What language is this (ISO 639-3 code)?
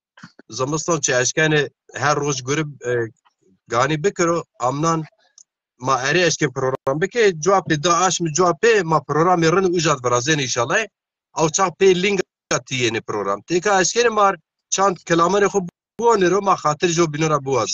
zza